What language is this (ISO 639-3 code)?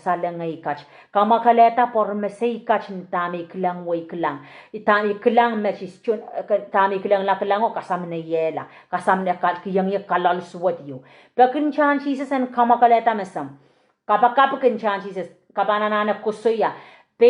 pon